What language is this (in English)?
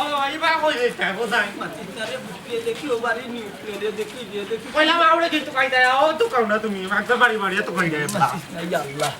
Sylheti